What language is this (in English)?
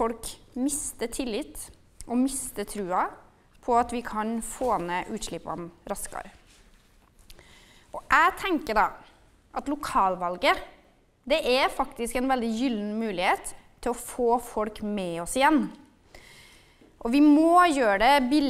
Norwegian